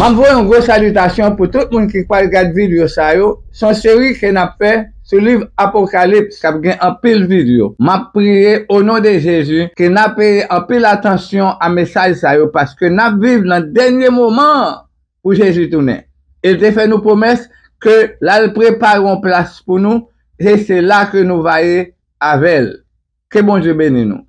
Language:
Haitian Creole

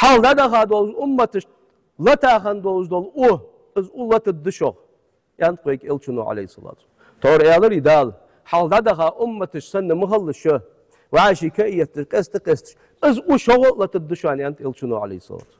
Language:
Ingush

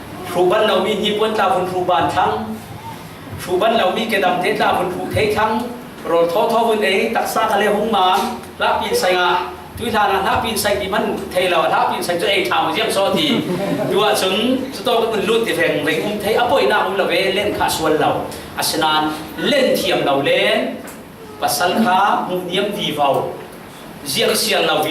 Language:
Falam Chin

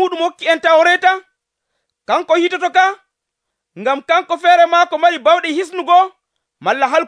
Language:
Nigerian Fulfulde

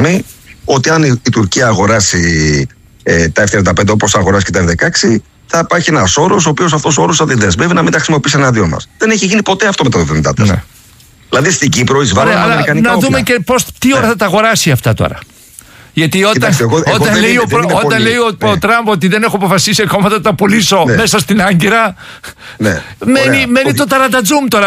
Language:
Greek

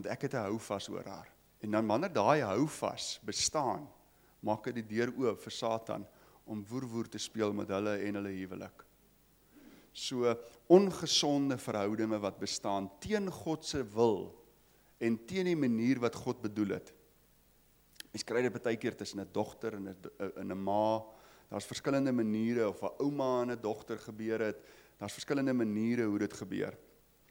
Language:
Afrikaans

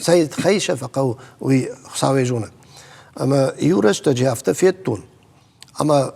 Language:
Ossetic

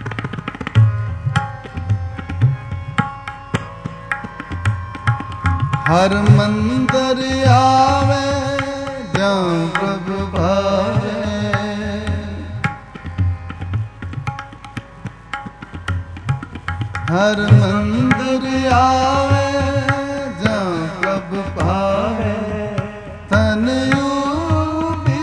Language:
Punjabi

